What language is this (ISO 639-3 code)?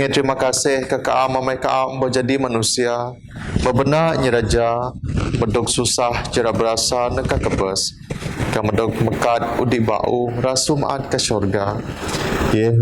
bth